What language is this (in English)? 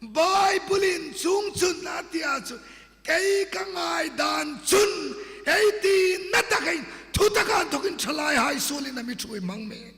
Hmar